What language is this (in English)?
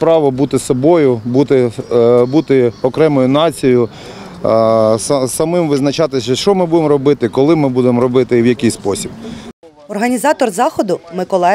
Ukrainian